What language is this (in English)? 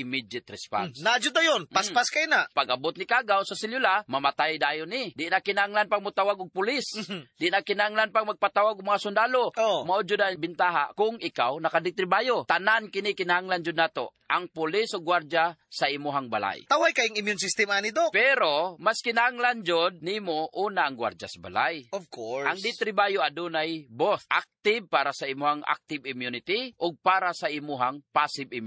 Cebuano